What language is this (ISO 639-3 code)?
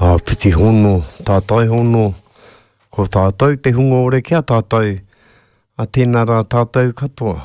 mri